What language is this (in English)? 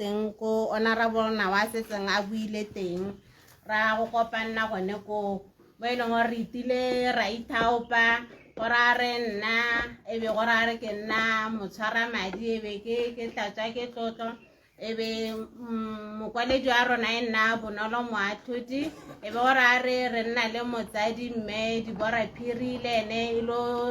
Tswana